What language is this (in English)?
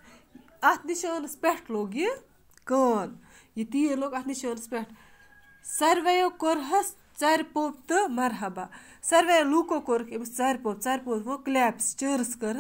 Kashmiri